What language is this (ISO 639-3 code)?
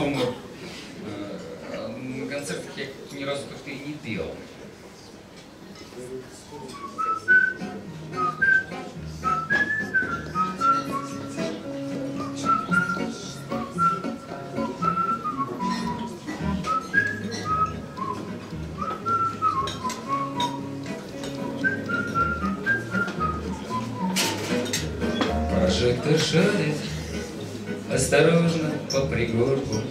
rus